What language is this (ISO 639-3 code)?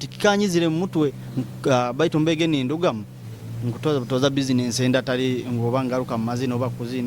nyo